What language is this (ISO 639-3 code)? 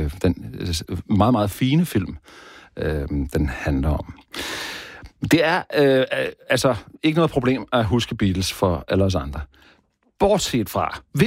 dan